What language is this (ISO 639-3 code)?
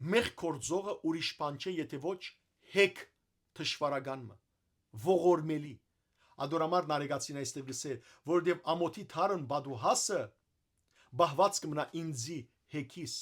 hyw